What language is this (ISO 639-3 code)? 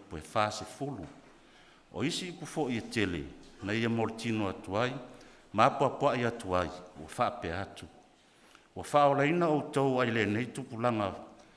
smo